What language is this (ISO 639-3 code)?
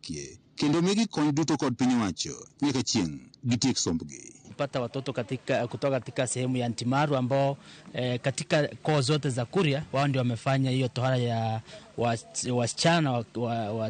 luo